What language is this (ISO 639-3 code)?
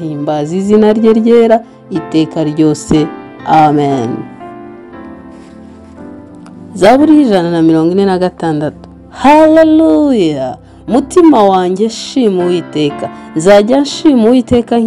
kin